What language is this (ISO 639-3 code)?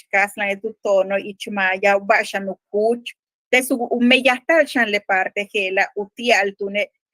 yua